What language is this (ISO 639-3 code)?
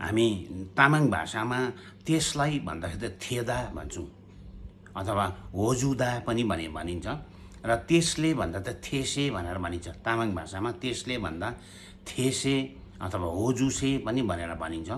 nep